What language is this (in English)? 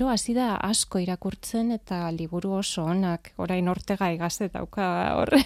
Basque